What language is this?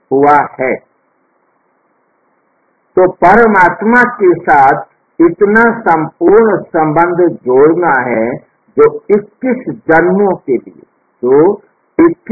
Hindi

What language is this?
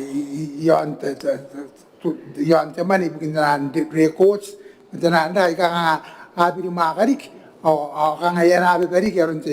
Gilbertese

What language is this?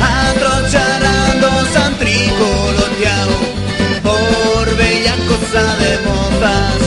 Aragonese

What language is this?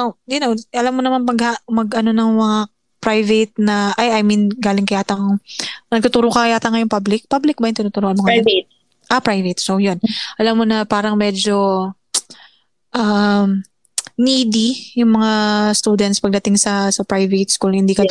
Filipino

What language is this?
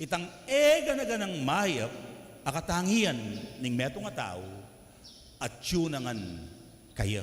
Pampanga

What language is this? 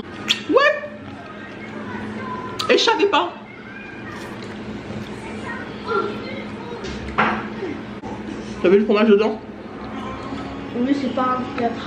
French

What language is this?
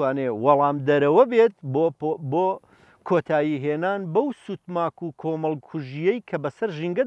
Central Kurdish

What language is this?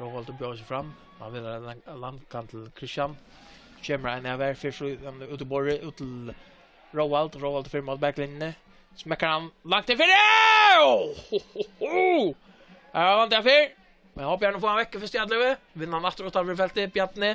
Faroese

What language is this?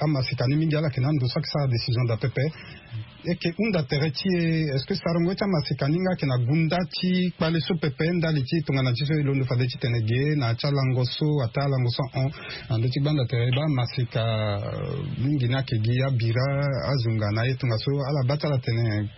Sango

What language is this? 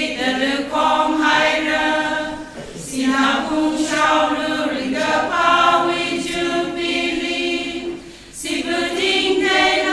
Tangkhul Naga (India)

